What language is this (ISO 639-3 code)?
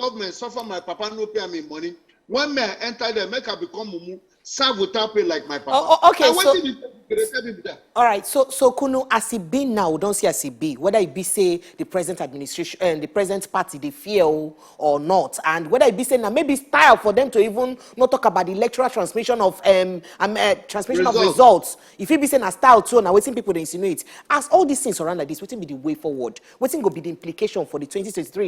pcm